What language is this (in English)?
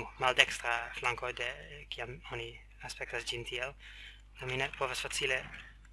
Esperanto